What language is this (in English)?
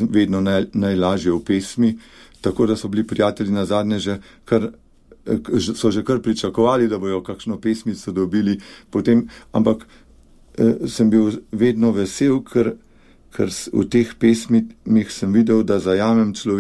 Slovenian